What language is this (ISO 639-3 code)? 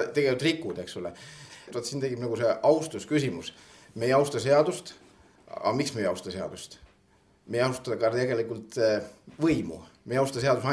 est